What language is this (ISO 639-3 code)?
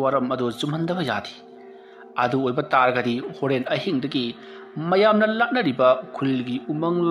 mni